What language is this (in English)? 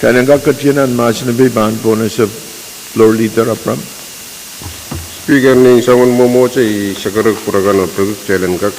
Pohnpeian